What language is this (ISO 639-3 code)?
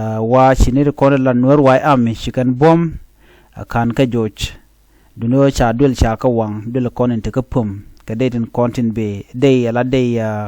nus